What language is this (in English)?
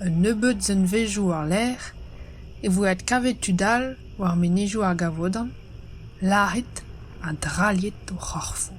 Breton